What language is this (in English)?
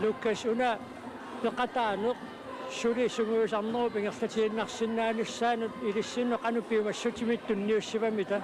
Kalaallisut